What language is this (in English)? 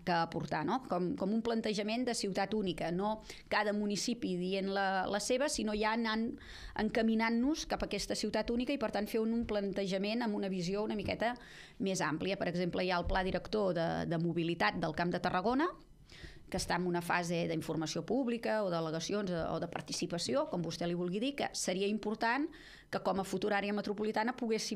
Catalan